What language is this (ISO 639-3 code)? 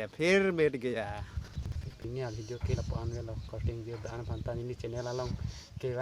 mjw